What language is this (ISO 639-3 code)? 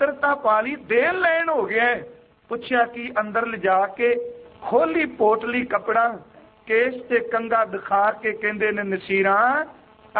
pan